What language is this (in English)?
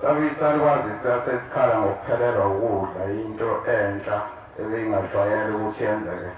Zulu